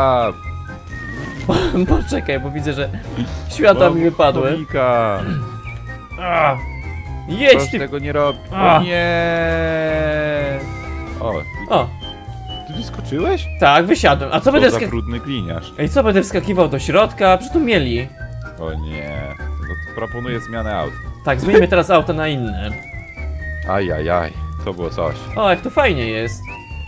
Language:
Polish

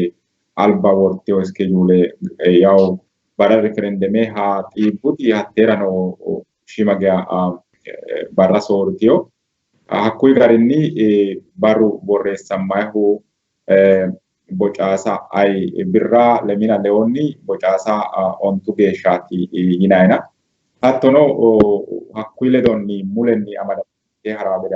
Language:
Sidamo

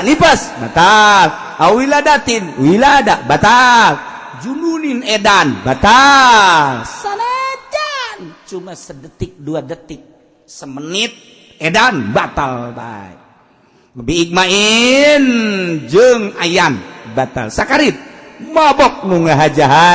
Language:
Sundanese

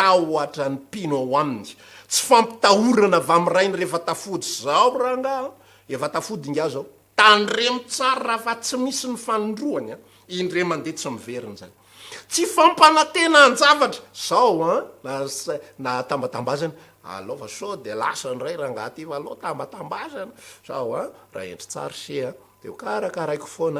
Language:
Malagasy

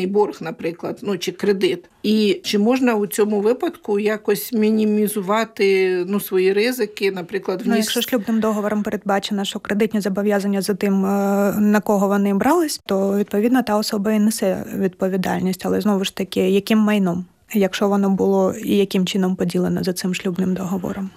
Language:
Ukrainian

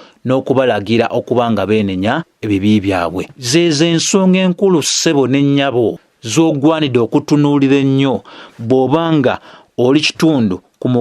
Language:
Ganda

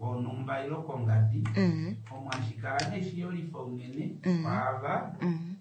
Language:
Kuanyama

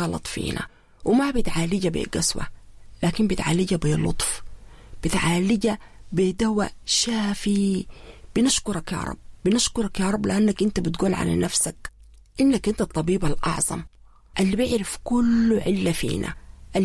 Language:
Sudanese Arabic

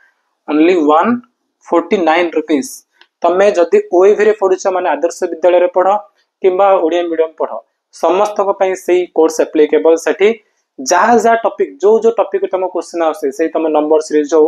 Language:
Odia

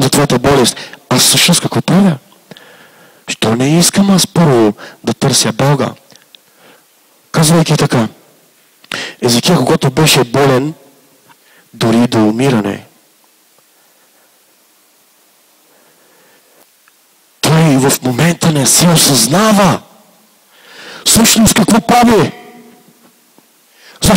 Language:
Bulgarian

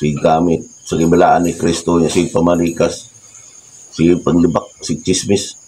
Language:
Cebuano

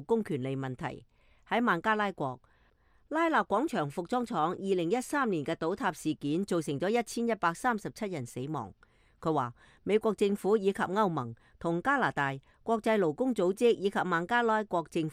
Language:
Cantonese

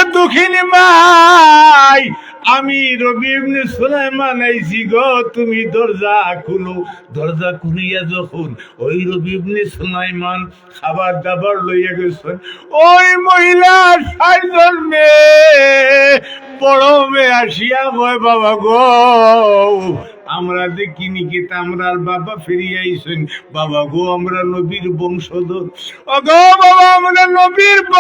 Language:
Sylheti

